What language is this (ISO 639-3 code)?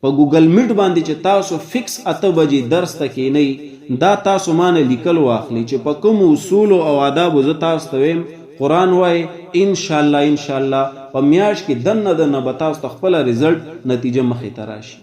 pus